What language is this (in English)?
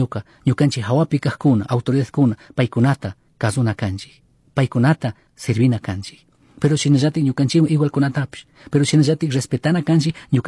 Chimborazo Highland Quichua